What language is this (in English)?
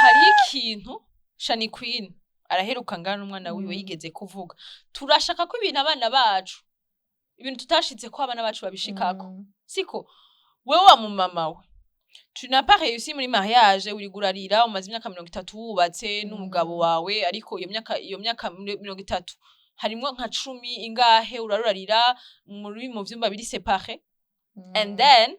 Rundi